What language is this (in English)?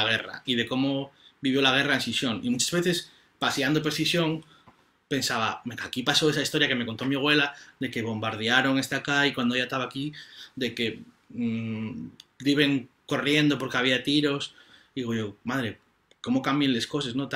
Asturian